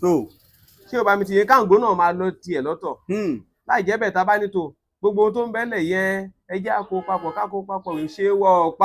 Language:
Yoruba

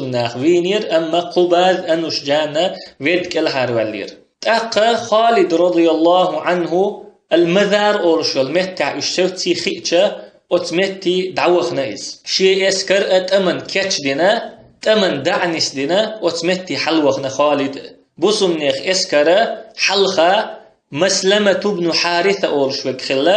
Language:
Chechen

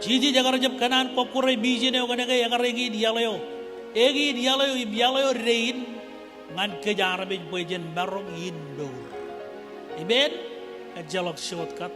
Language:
Marshallese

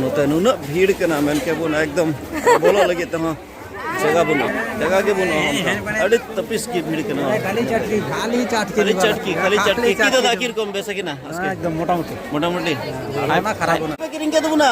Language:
Santali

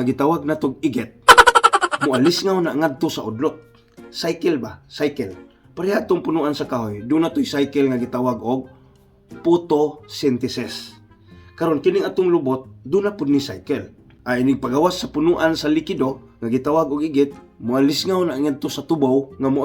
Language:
Cebuano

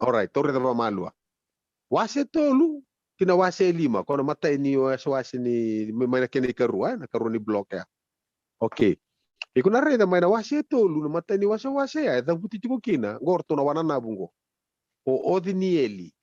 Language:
Fijian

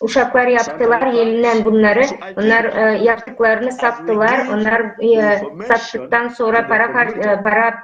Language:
Gagauz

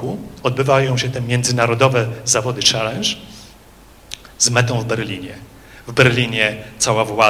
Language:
Polish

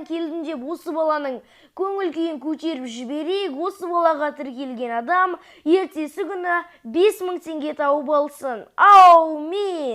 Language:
Kazakh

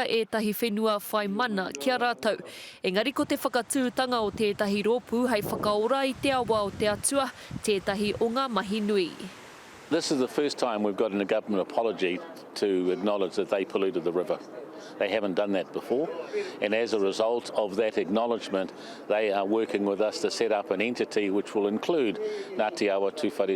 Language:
Māori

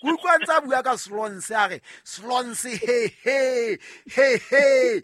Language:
Southern Sotho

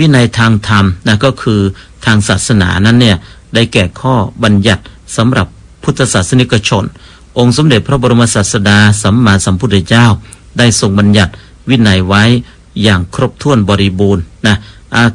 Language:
Thai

